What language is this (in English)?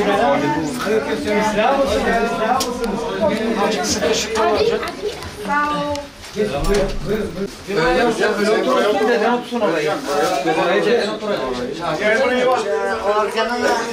Turkish